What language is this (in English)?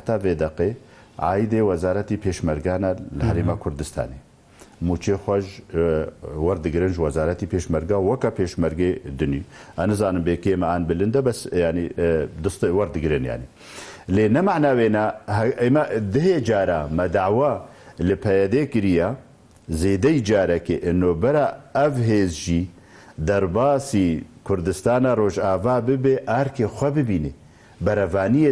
Kurdish